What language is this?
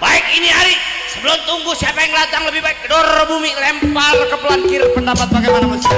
Betawi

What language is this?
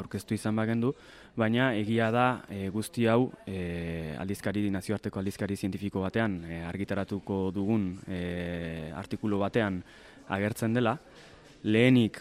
Basque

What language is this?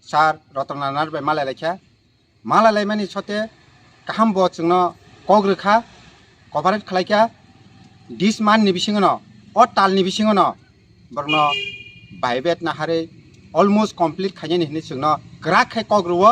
Kok Borok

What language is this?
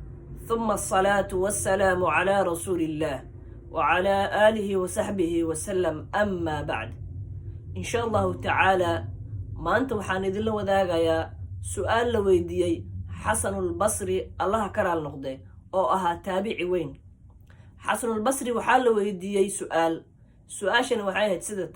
Somali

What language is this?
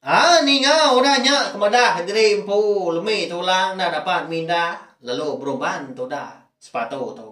Iban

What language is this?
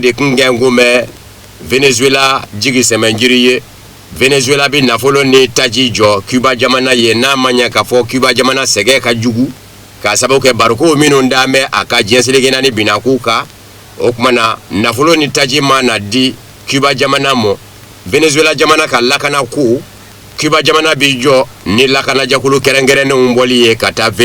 Bambara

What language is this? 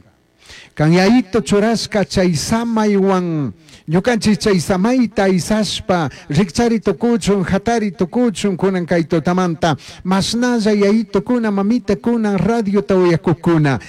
Chimborazo Highland Quichua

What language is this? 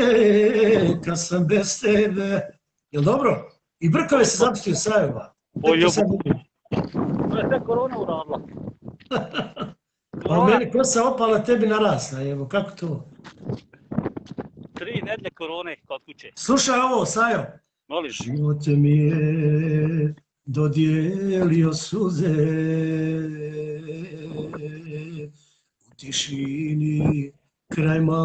Bosnian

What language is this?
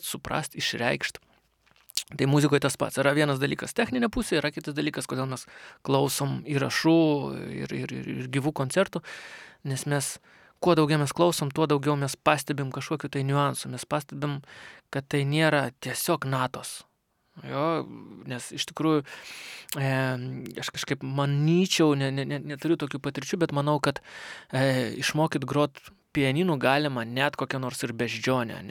Lithuanian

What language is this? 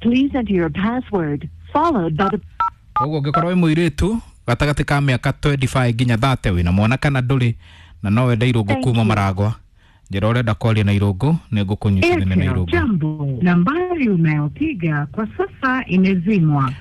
Kikuyu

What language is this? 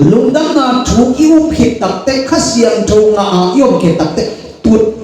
Tedim Chin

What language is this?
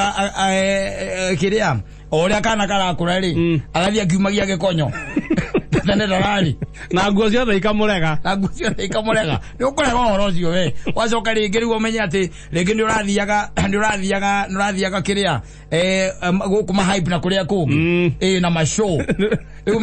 Kikuyu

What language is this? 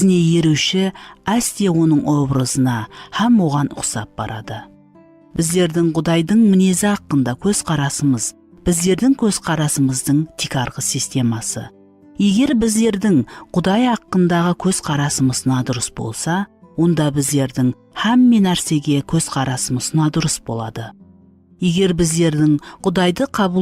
Kara-Kalpak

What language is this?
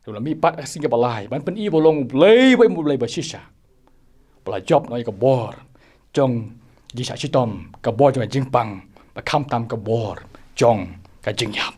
Khasi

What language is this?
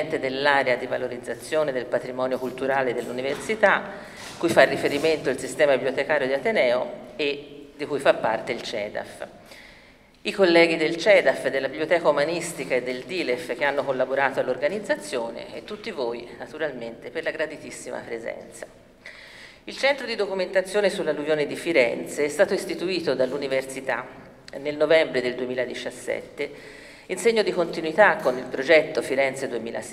Italian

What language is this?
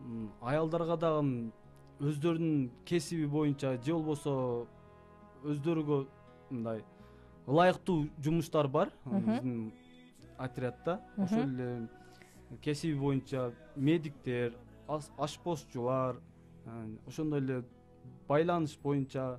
Kyrgyz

